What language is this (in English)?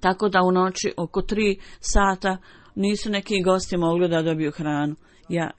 Bosnian